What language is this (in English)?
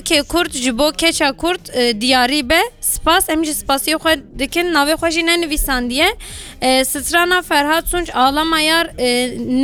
Kurdish